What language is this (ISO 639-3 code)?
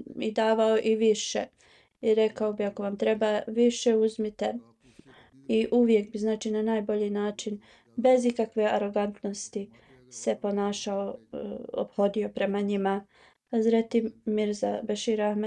bos